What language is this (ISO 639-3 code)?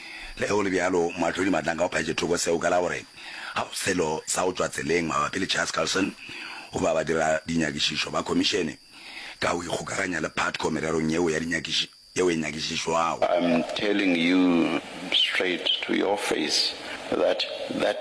nso